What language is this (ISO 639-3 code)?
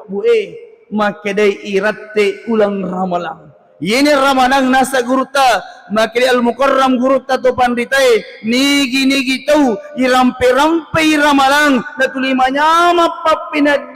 bug